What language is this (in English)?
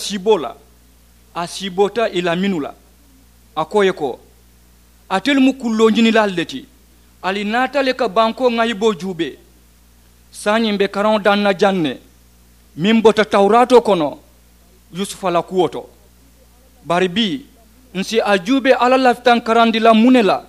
Mandingo